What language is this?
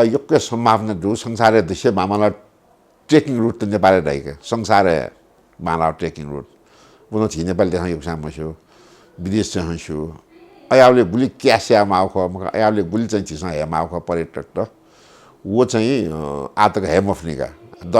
Newari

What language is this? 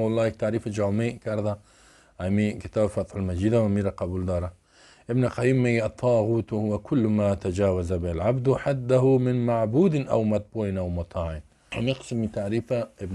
Persian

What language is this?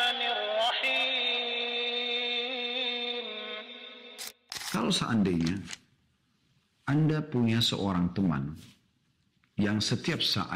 Indonesian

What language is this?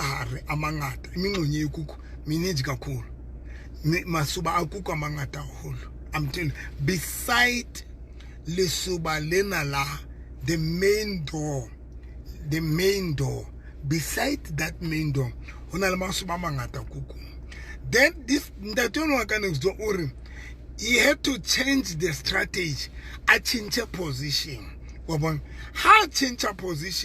Southern Sotho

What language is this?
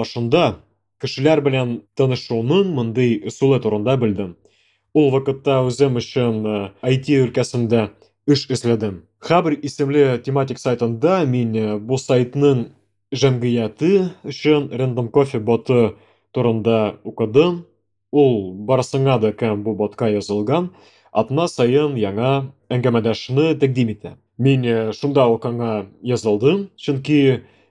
Tatar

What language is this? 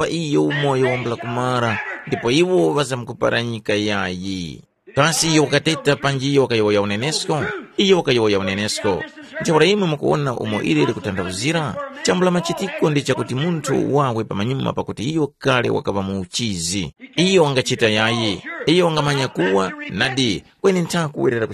Tumbuka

